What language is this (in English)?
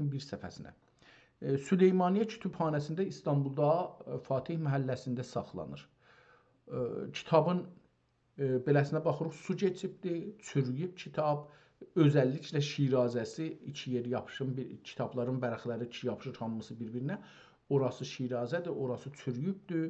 South Azerbaijani